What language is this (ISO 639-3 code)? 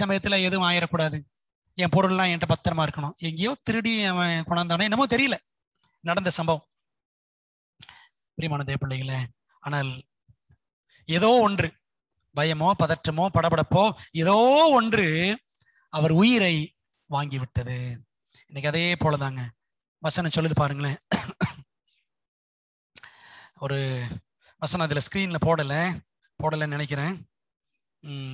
tam